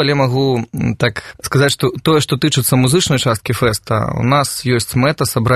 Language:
Belarusian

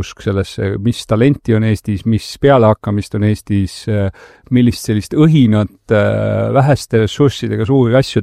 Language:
Estonian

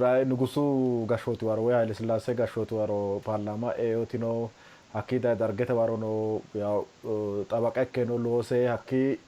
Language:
Sidamo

